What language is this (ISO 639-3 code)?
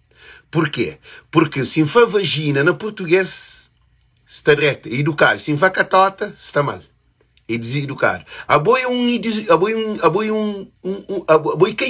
kea